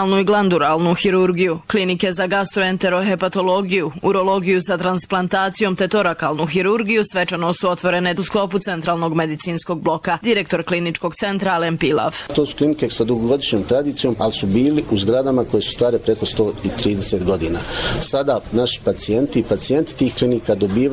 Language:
Bosnian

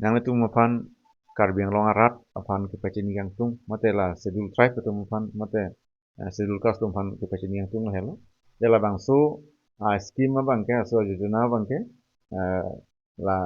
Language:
Karbi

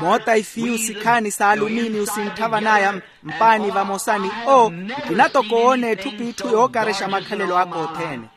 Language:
Makhuwa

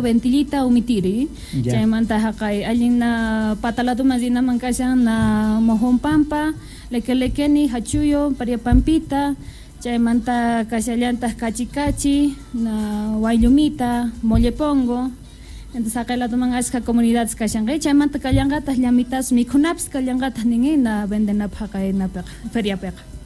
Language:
South Bolivian Quechua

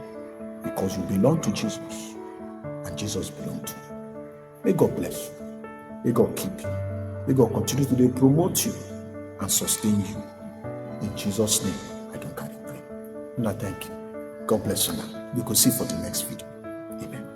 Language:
Nigerian Pidgin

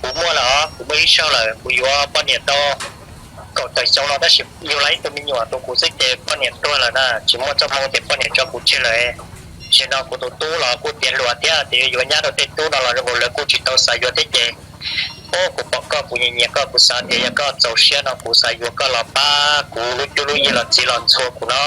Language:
Hmong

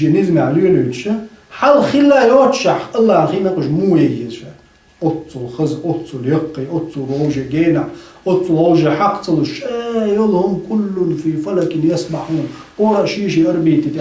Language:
Chechen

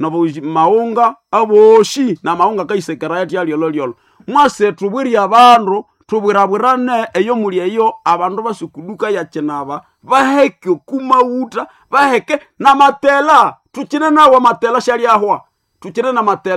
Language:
Nande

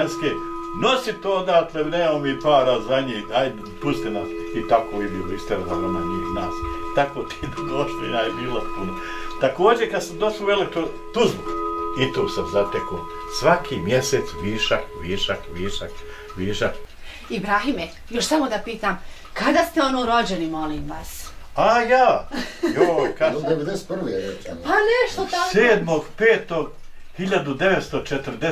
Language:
Bosnian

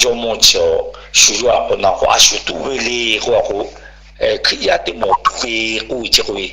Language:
Lahu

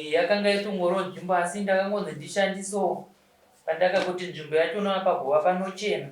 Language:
Shona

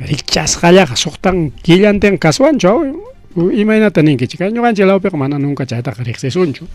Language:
Ayacucho Quechua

